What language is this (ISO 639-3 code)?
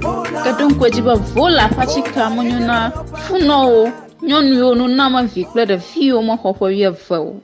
ewe